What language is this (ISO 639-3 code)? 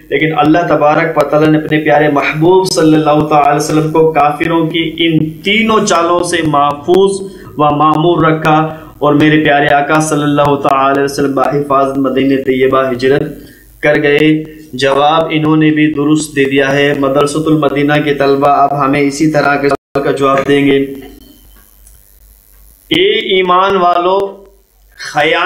urd